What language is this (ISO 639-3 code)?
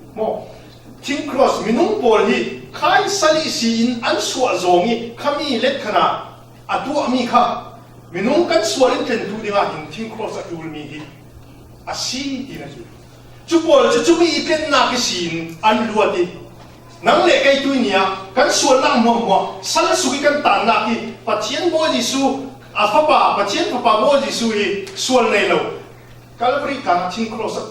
cfm